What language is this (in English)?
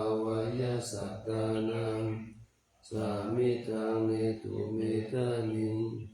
Pali